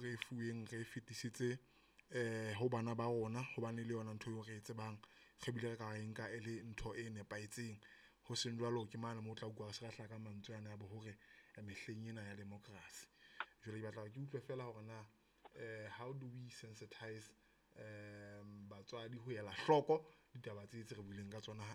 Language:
Southern Sotho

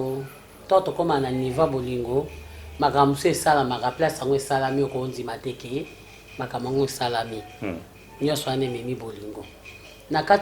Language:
Lingala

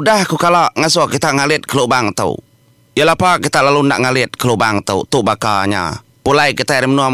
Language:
Iban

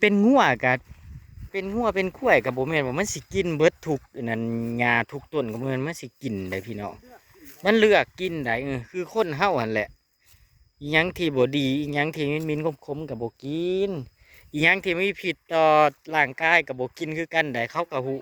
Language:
Northeastern Thai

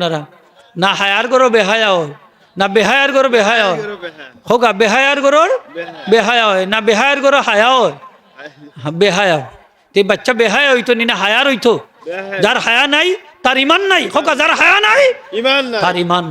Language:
Sylheti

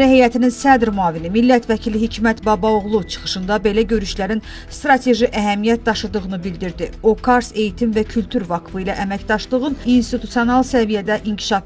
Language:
Azerbaijani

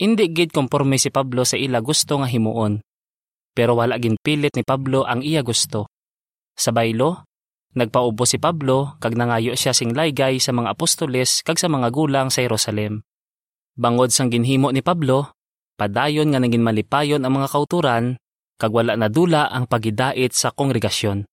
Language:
Hiligaynon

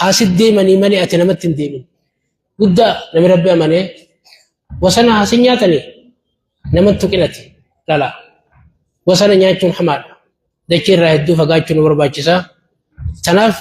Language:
Oromo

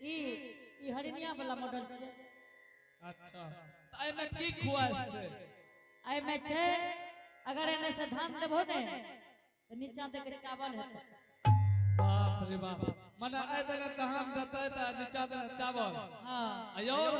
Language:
Angika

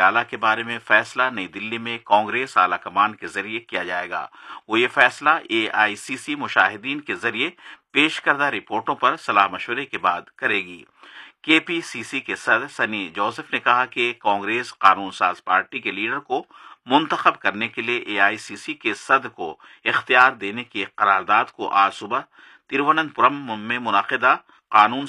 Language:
Urdu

